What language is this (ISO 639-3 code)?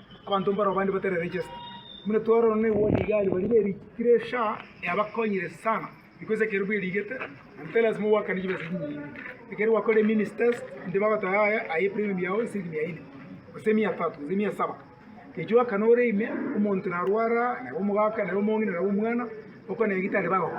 guz